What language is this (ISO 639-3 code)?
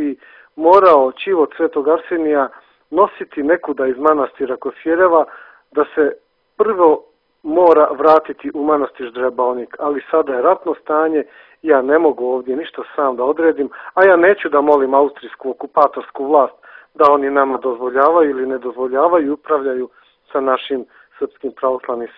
srp